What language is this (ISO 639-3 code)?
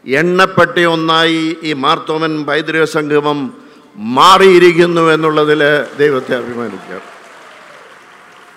mal